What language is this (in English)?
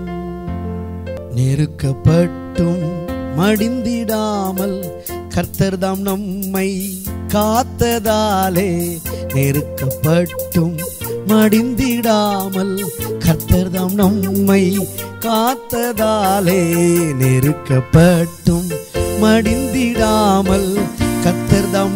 Tamil